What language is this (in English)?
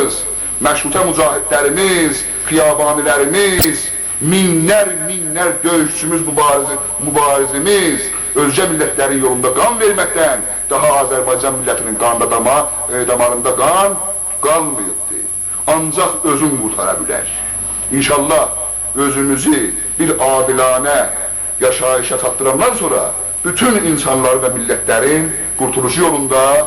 South Azerbaijani